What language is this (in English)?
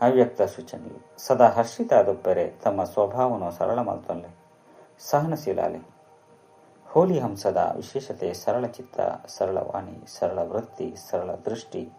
Tulu